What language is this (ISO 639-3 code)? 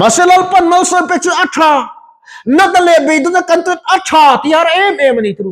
lus